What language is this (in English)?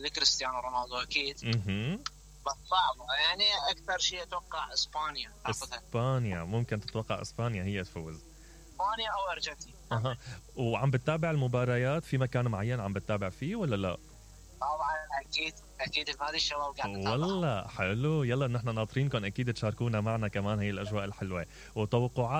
Mesopotamian Arabic